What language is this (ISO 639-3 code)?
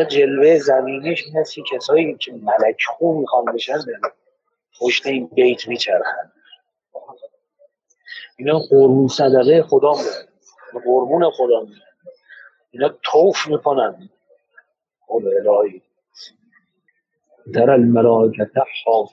fas